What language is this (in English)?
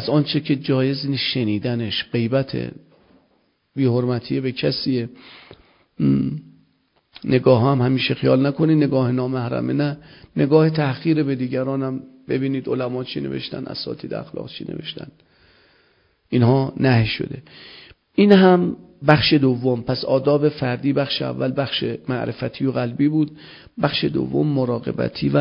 Persian